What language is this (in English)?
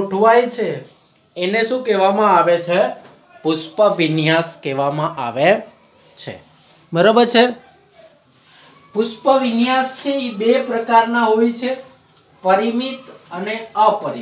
Gujarati